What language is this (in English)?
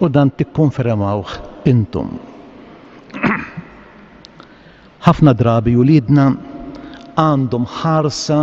Maltese